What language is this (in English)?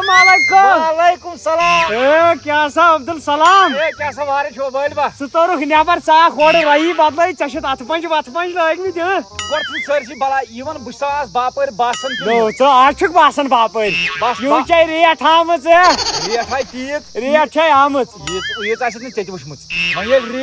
Kashmiri